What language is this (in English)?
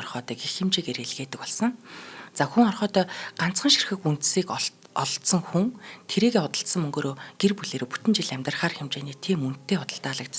Mongolian